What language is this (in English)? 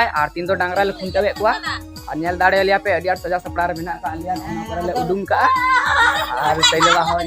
Santali